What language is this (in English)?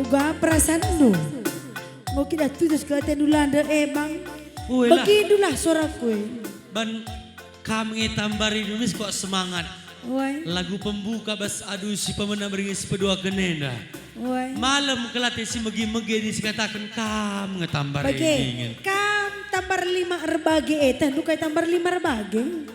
Batak Karo